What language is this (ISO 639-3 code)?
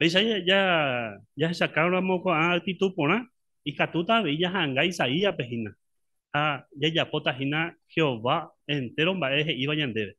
grn